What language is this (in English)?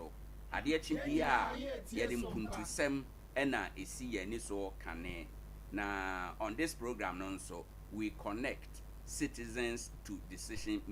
Akan